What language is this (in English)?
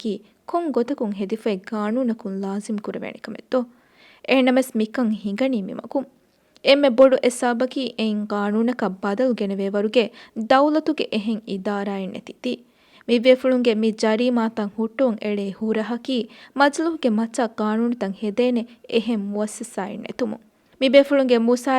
Divehi